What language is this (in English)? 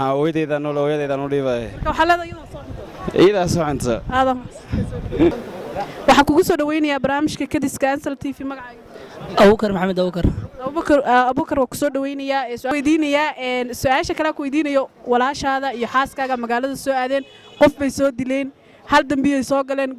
Somali